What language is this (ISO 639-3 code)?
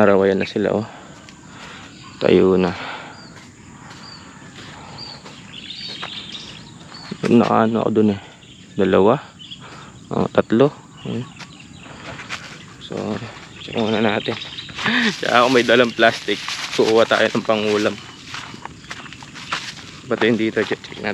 fil